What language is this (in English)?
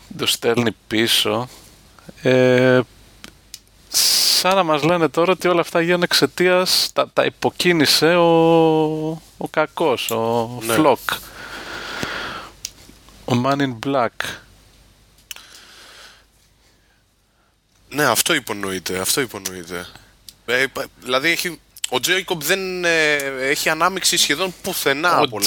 Greek